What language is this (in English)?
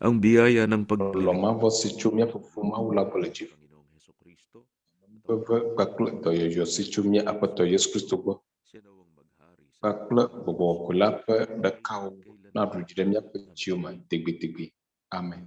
Ewe